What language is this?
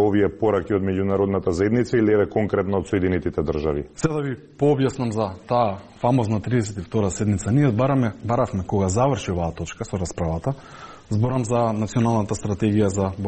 Macedonian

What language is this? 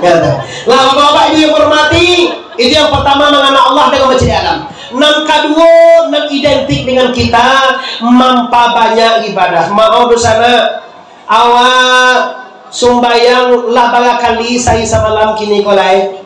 Minangkabau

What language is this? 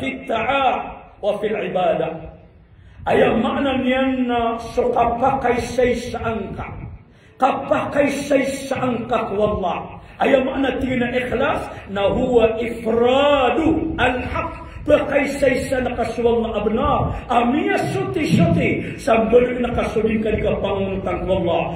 Maranao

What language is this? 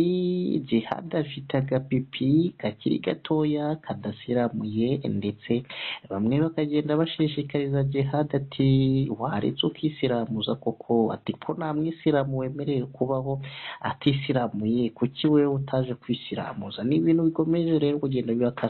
Kinyarwanda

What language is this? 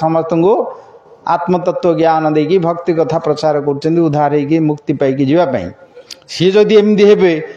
Odia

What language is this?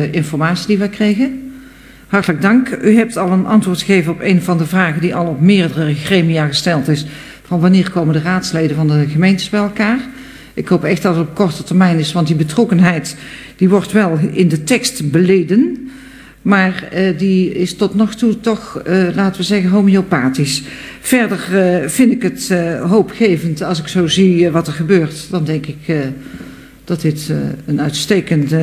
Dutch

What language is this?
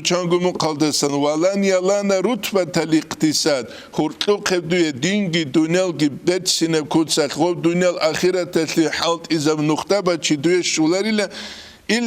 Avaric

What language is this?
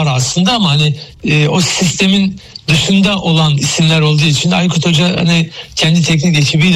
Turkish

